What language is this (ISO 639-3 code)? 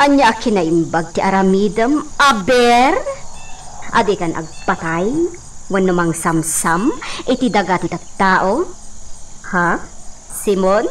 ilo